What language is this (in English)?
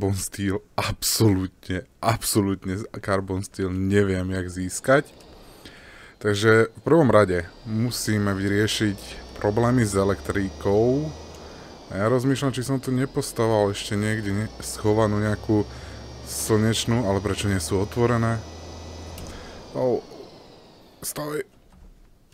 Slovak